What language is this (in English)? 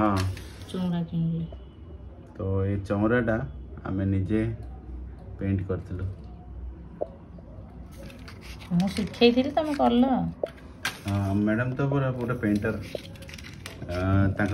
Odia